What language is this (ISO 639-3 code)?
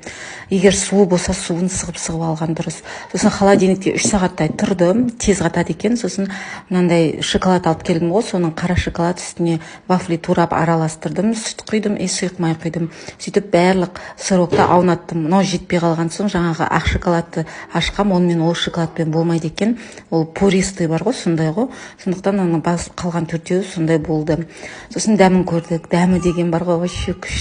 kaz